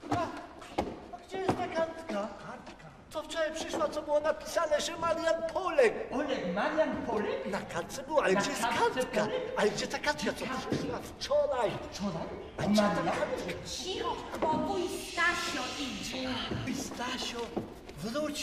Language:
Polish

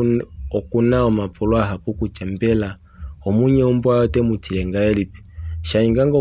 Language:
Kuanyama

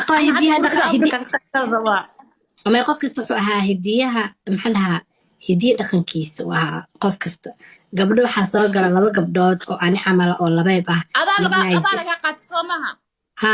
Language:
Somali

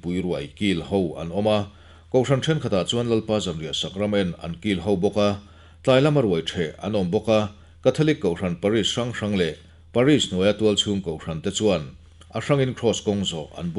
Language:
Mizo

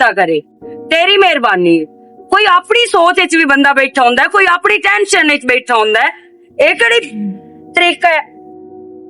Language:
Western Panjabi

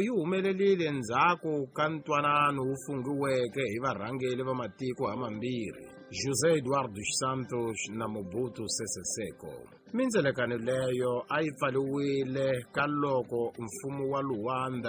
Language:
Tsonga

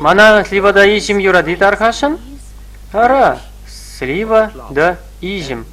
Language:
Chuvash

